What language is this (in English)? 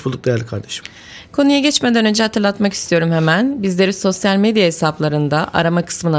Turkish